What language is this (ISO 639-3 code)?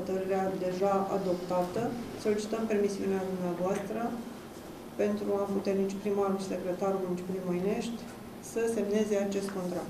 ron